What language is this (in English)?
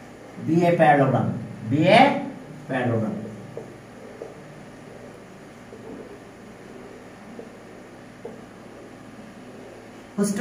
Bangla